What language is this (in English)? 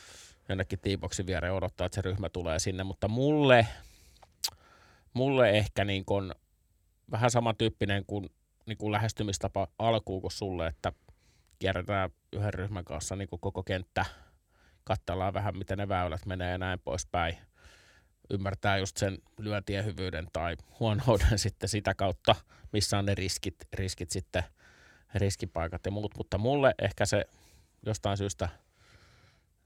Finnish